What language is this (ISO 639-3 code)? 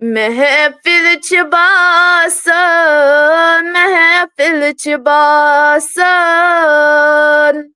kas